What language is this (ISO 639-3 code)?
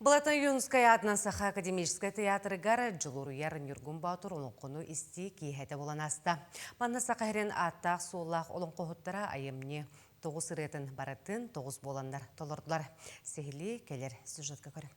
sah